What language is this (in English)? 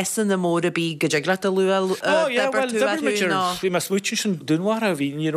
Irish